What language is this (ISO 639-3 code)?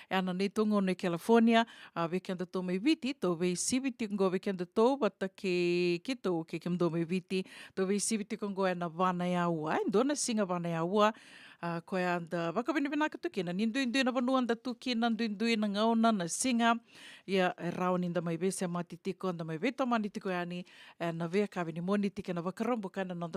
fij